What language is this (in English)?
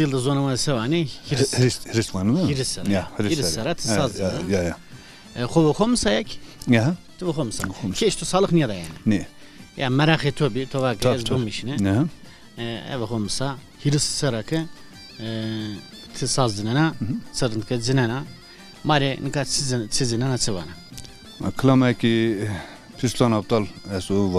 Zaza